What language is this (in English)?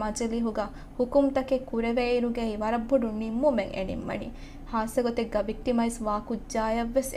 Divehi